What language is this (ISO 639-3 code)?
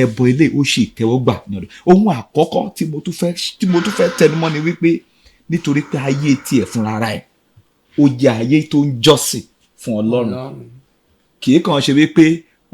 yor